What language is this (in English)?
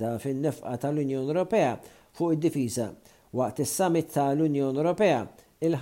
Maltese